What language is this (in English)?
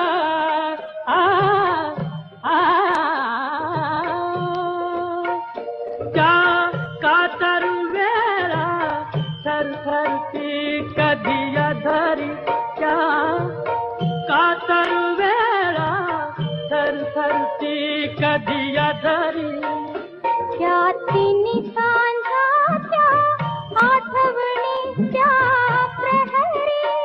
Marathi